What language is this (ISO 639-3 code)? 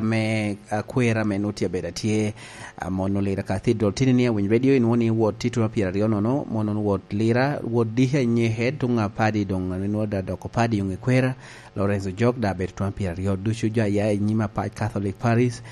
laj